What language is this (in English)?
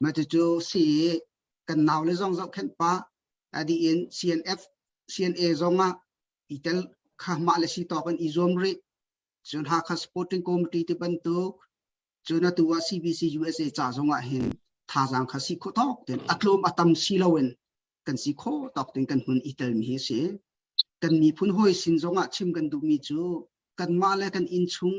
Hakha Chin